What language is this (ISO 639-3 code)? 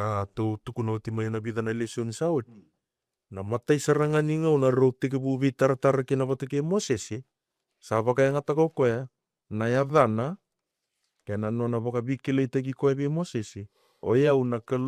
fij